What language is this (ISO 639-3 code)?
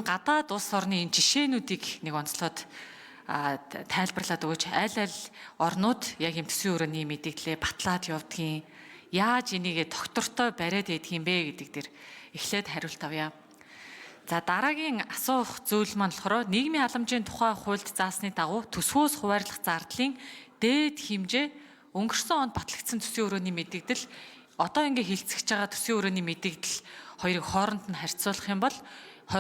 mon